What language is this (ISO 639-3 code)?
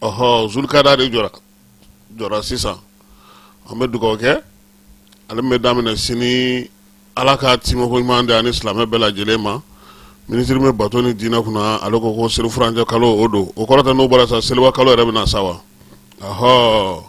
bam